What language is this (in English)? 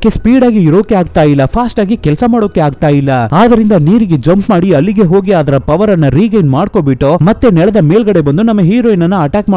Kannada